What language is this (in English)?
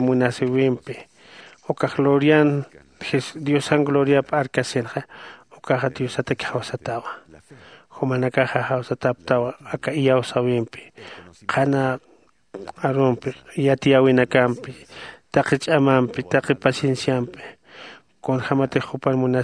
Aymara